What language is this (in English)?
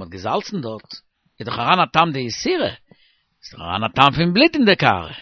Yiddish